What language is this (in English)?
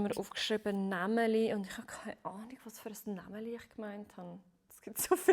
Swiss German